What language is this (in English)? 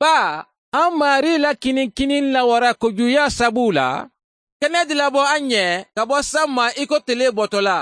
Mandingo